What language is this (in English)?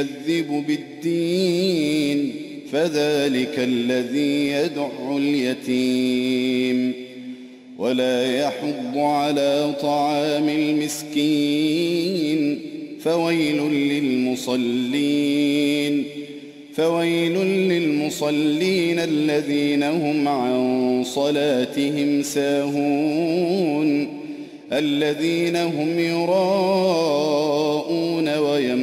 Arabic